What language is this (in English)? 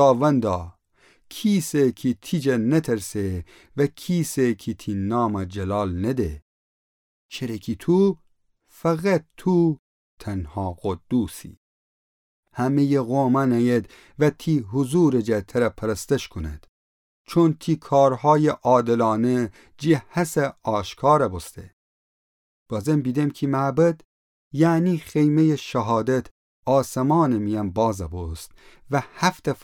Gilaki